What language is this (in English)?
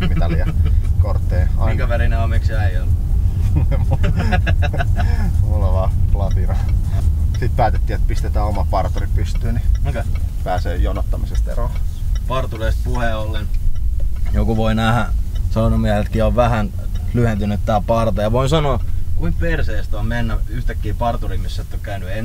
Finnish